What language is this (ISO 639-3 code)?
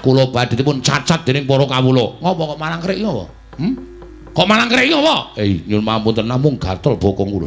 jav